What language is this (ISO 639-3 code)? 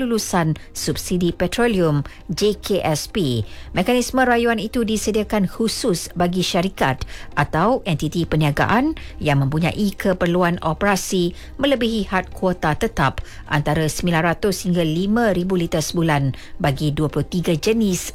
msa